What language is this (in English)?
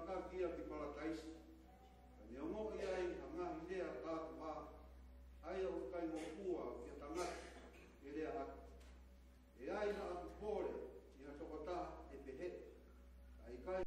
Tongan